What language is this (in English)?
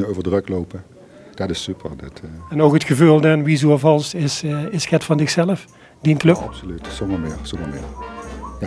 Limburgish